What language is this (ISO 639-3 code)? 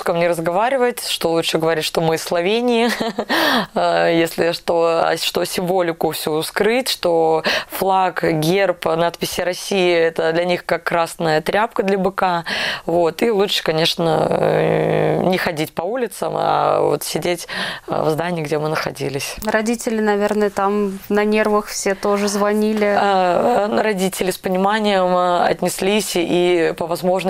rus